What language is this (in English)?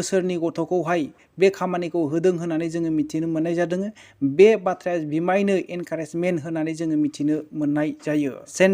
Bodo